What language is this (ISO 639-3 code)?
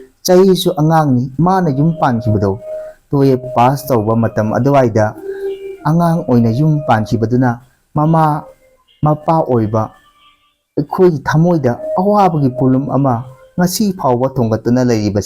mni